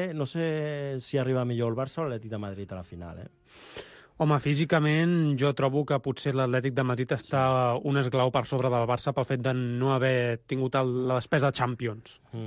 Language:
Catalan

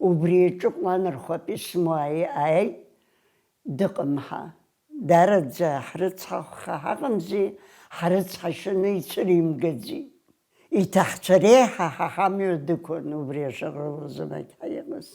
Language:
Abkhazian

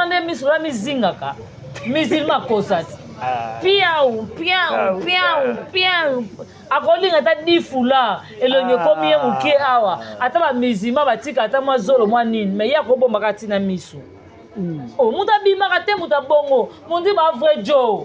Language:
Lingala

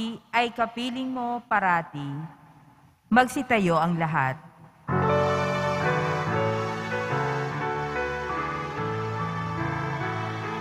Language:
Filipino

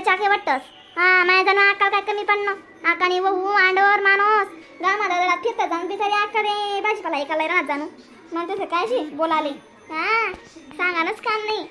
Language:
Khandesi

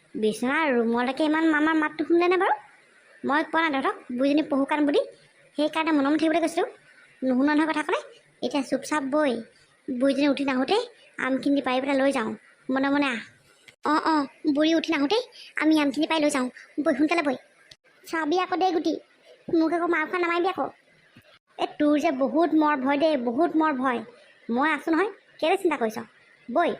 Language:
Assamese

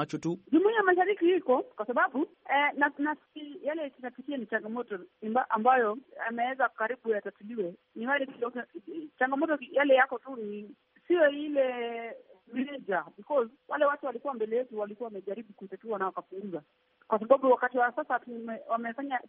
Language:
Swahili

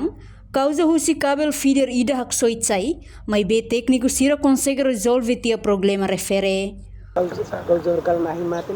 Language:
Tetum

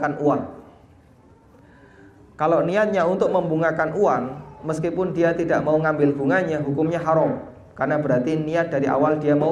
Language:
Indonesian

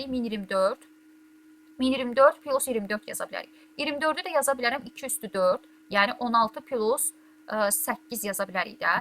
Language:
Azerbaijani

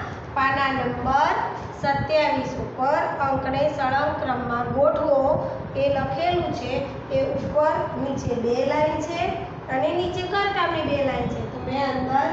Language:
Gujarati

